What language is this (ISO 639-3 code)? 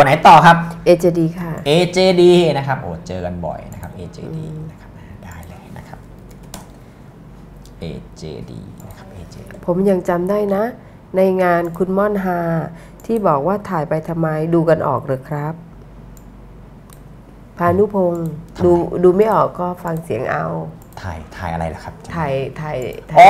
tha